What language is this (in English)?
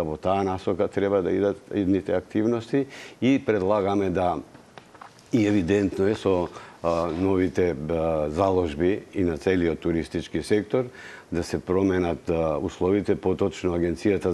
Macedonian